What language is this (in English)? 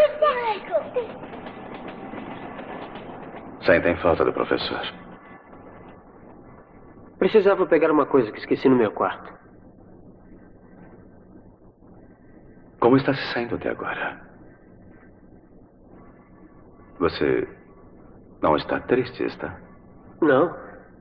Portuguese